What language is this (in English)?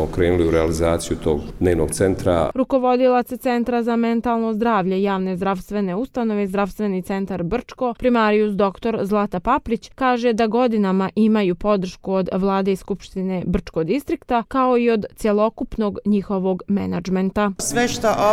Croatian